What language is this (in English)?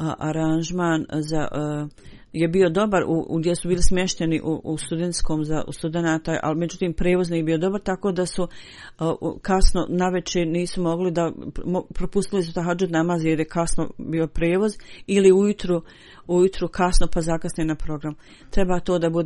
Bosnian